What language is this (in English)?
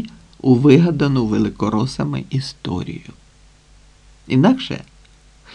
Ukrainian